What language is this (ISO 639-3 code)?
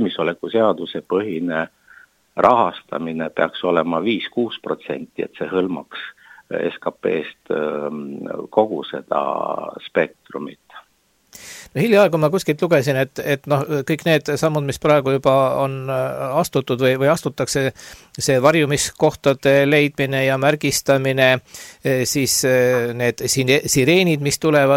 est